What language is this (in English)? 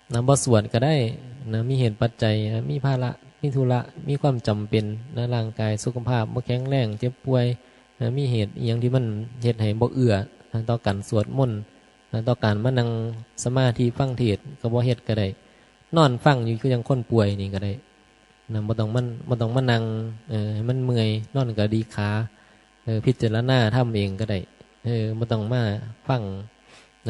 Northeastern Thai